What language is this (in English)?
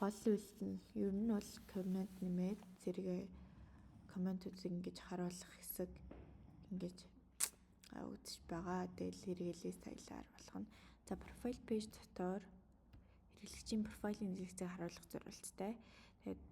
Mongolian